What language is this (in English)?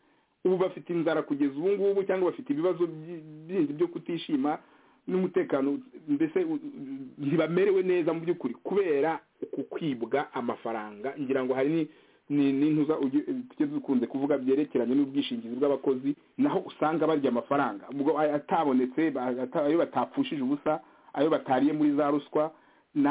Kinyarwanda